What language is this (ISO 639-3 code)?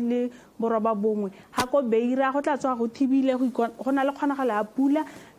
tsn